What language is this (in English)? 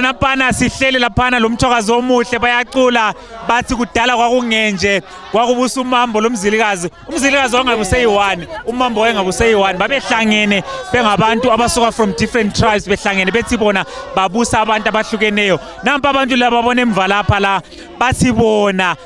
Zulu